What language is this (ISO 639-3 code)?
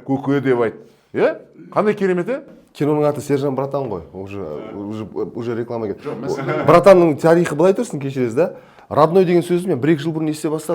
kaz